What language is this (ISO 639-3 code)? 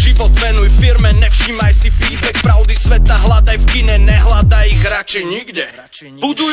slk